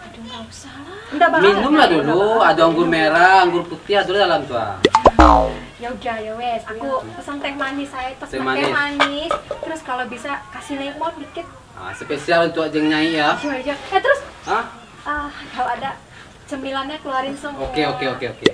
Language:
Minangkabau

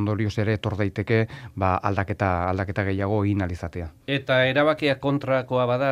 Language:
Basque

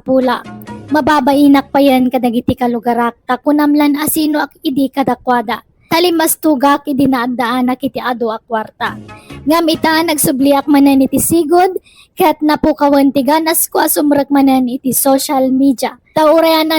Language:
Iloko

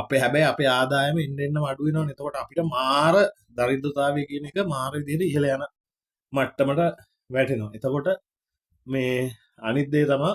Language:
Sinhala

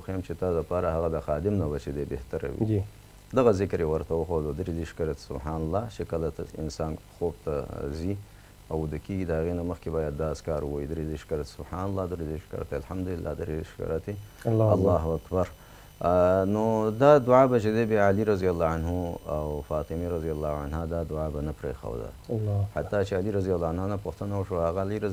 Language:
Pashto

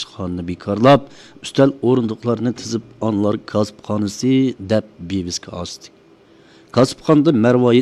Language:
Uyghur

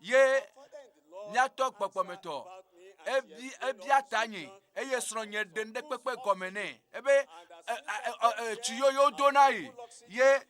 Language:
Ewe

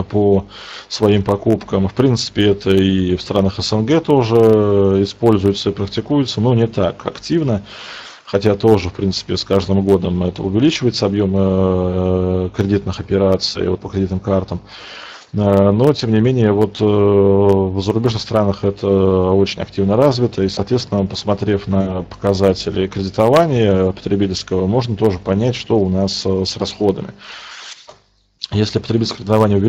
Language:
Russian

